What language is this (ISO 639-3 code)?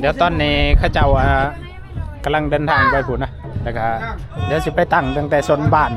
tts